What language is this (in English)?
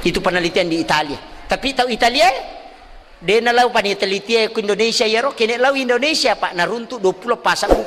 Buginese